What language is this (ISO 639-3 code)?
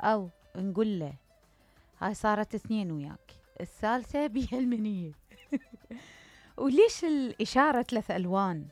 acm